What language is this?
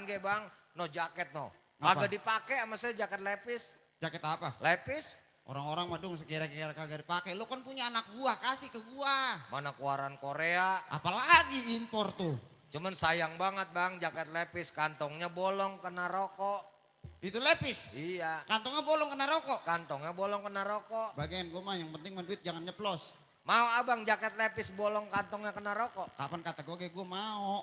Betawi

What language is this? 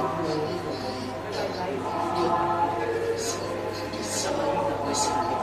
Tongan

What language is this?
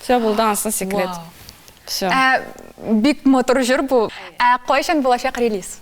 Tatar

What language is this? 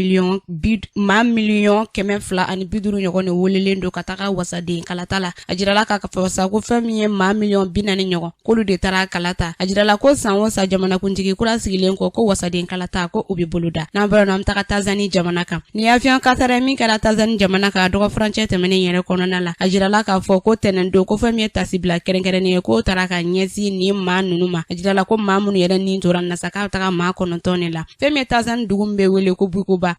Bambara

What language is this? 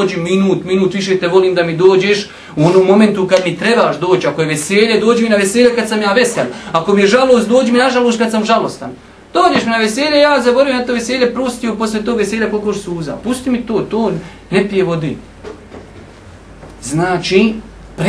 Bosnian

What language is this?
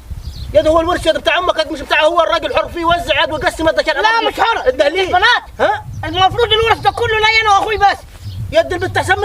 Egyptian Arabic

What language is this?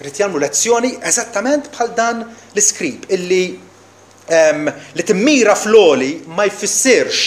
Maltese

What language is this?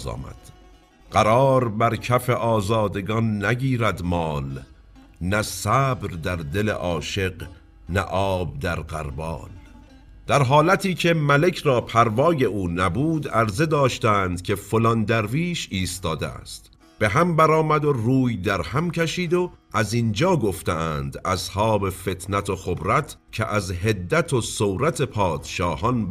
Persian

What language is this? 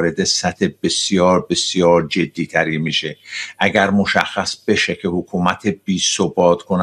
Persian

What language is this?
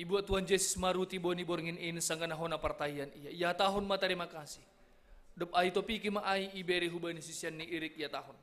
Batak Simalungun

